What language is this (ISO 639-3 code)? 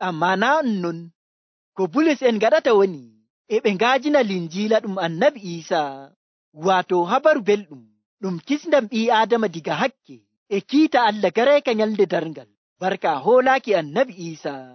fuv